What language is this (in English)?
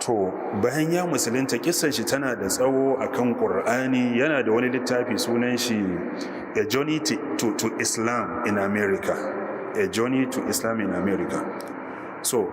Hausa